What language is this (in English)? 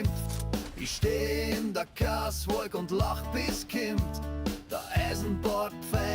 Bavarian